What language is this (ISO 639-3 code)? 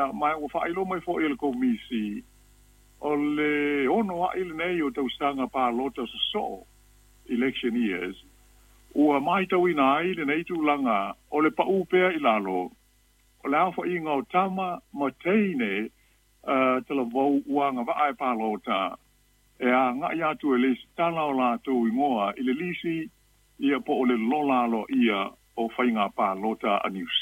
smo